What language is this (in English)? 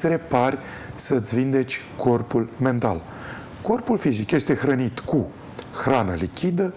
Romanian